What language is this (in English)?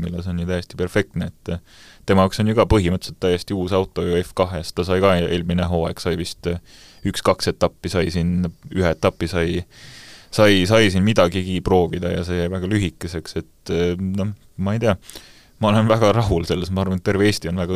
Estonian